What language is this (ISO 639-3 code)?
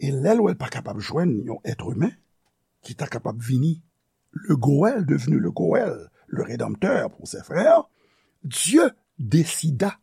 hat